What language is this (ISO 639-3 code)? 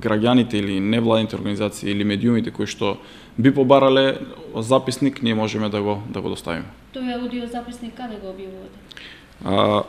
mkd